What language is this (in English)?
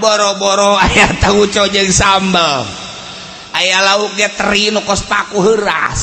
Sundanese